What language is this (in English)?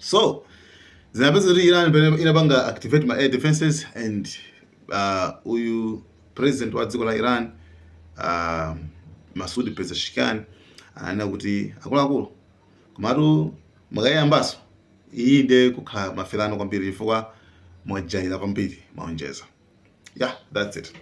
Nyanja